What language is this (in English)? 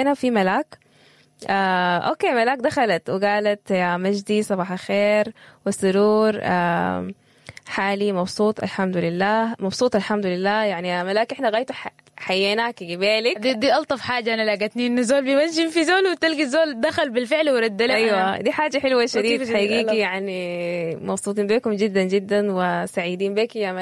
Sudanese Arabic